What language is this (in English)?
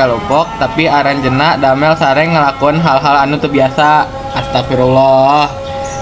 Sundanese